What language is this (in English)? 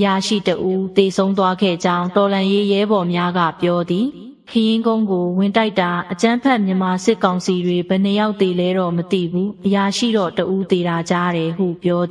Burmese